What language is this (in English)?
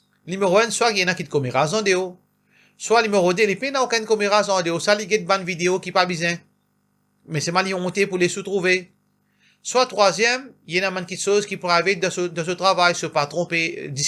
Morisyen